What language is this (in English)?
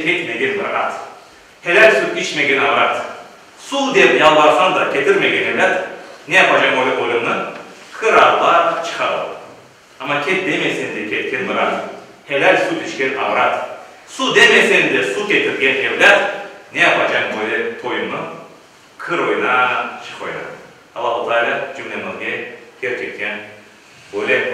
Crimean Tatar